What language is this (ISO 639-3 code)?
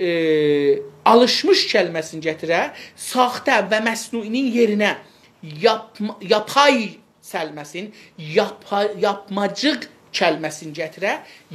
azb